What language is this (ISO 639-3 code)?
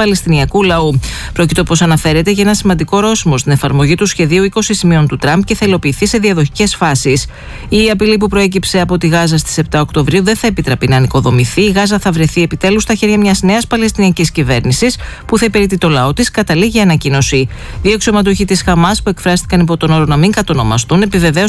ell